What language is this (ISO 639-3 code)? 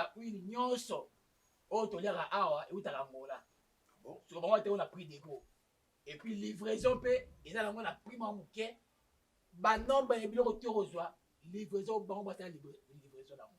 lin